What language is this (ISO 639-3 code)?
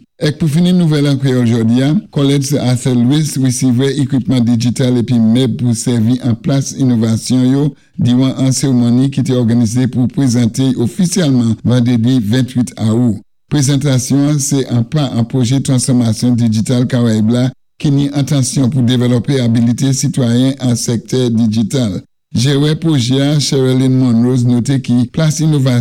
acf